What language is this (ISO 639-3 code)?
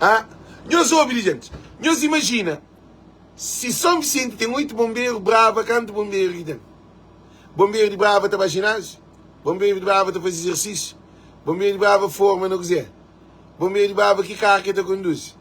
kea